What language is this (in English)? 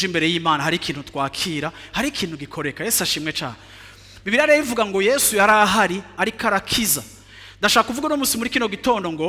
Rundi